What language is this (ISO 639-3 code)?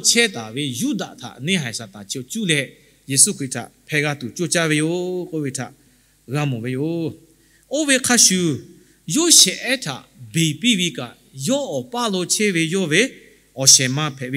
lhu